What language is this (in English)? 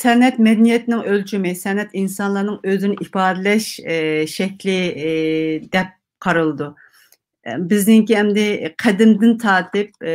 Uyghur